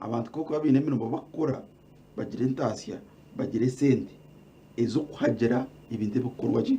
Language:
Nyankole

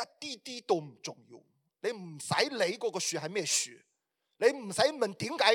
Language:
Cantonese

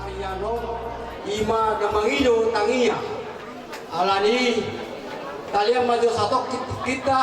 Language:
Batak Toba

